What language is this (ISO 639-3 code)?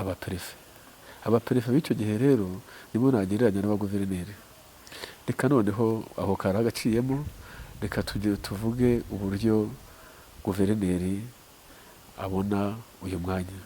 kin